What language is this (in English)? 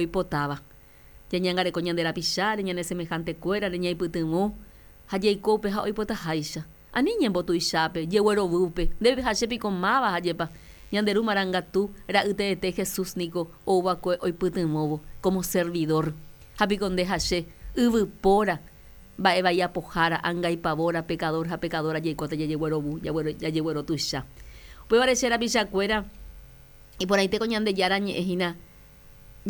Guarani